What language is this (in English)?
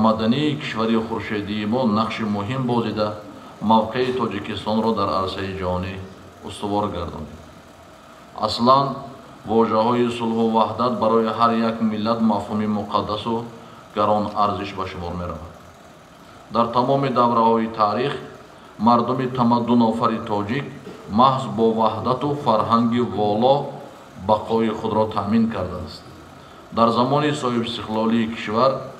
Tajik